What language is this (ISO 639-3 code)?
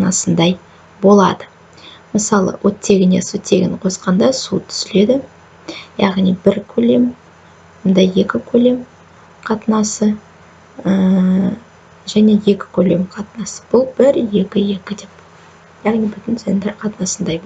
kaz